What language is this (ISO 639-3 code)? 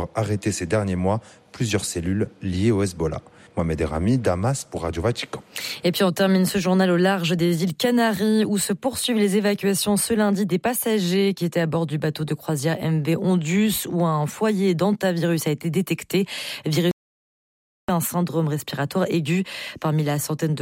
fra